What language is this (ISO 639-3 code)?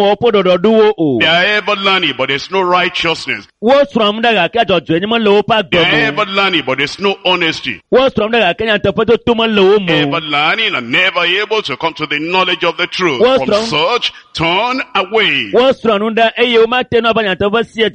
ewe